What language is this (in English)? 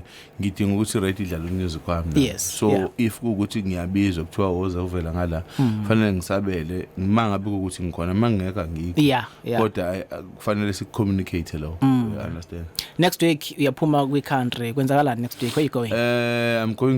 Zulu